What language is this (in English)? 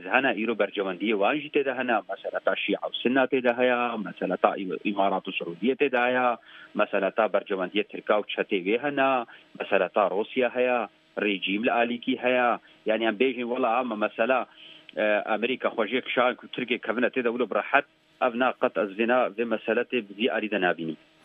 Kurdish